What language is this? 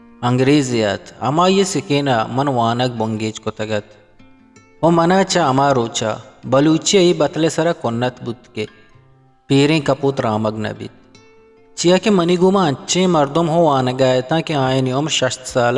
Eastern Balochi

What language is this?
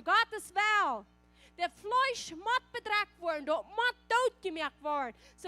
Plautdietsch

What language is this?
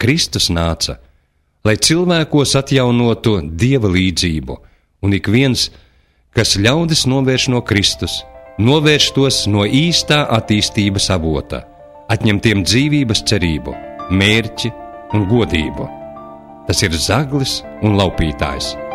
Latvian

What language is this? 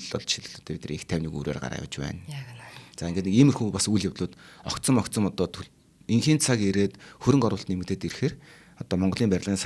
Mongolian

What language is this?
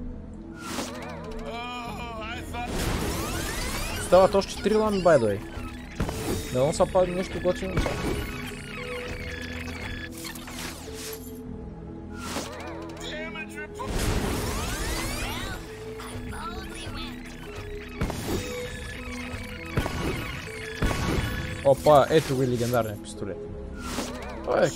Bulgarian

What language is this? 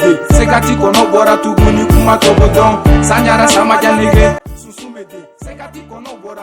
Bambara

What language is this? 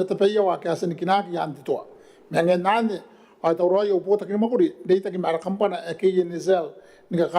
Gilbertese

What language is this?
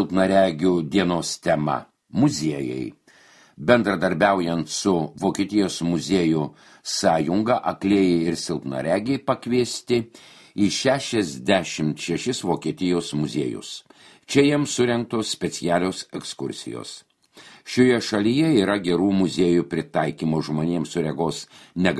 Lithuanian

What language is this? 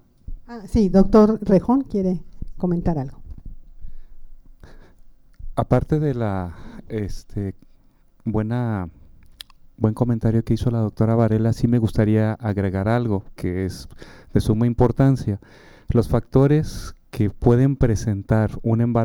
Spanish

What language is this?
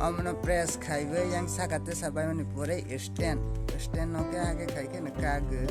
Kok Borok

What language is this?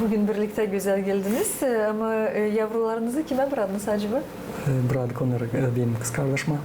Gagauz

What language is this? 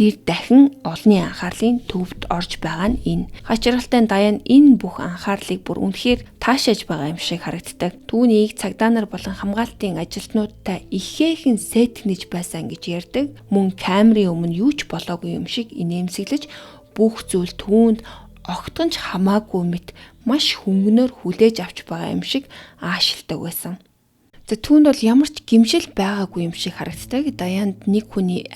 Mongolian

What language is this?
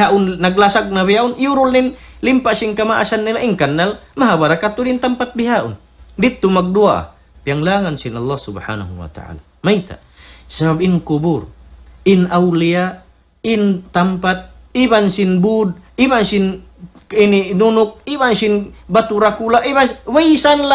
Tausug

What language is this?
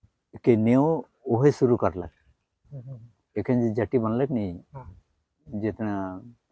Sadri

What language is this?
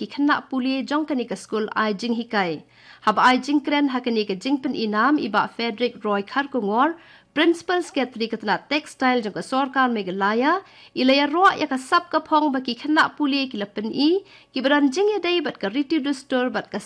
Khasi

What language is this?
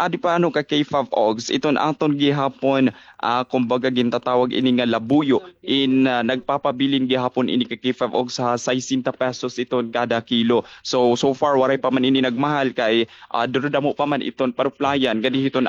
Waray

